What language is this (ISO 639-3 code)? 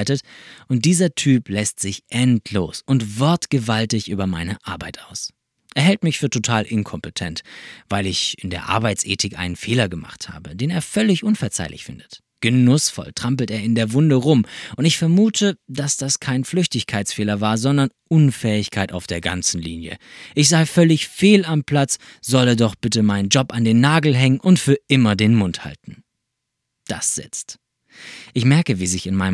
deu